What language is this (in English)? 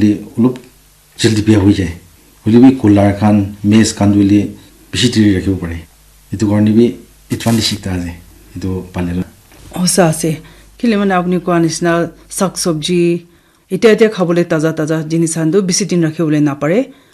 Naga Pidgin